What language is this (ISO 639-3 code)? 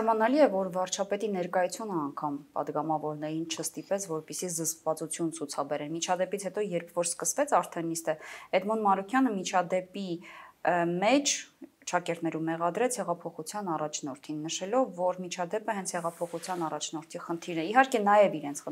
hye